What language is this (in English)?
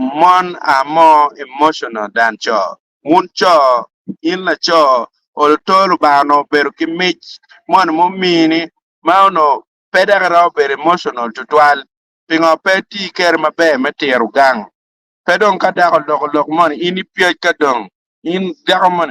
Acoli